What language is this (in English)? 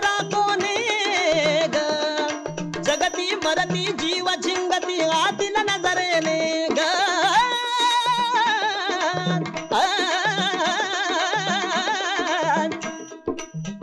Marathi